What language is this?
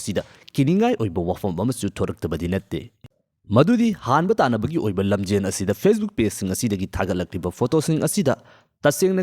Manipuri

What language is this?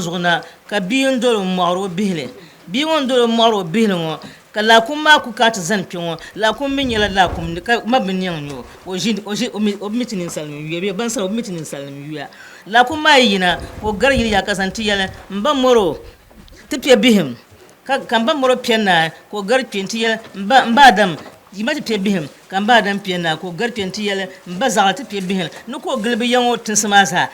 Dagbani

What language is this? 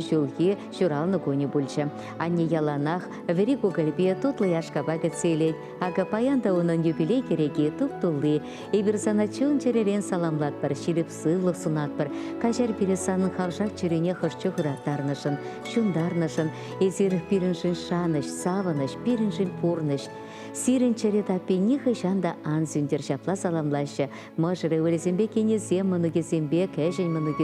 Chuvash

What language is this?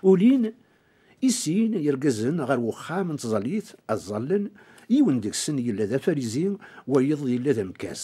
Kabyle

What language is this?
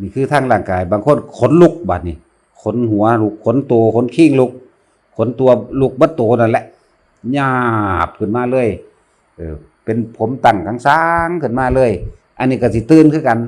Lao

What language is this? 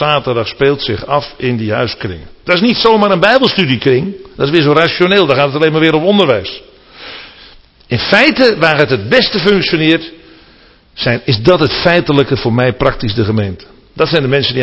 Dutch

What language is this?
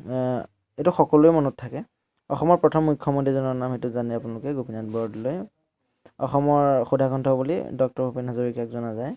Assamese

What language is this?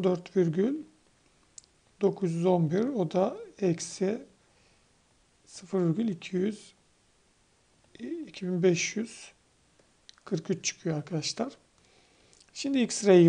Turkish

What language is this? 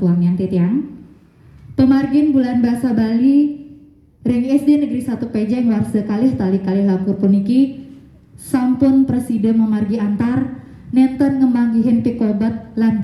Balinese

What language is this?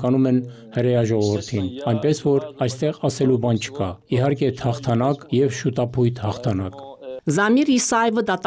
Armenian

